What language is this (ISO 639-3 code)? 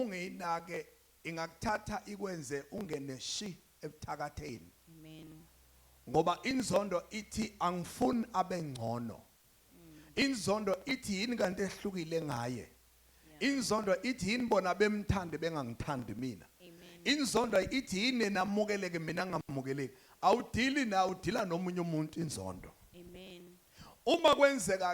zul